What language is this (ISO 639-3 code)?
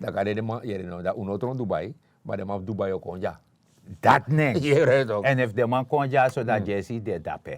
srn